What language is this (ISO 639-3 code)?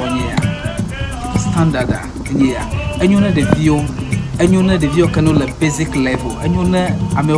ewe